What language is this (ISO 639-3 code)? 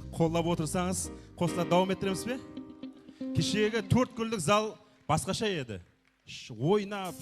kaa